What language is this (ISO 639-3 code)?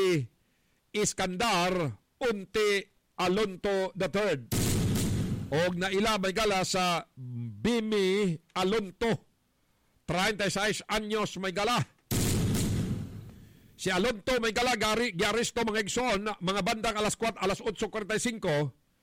ceb